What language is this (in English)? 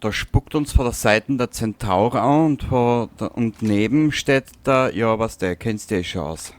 Bavarian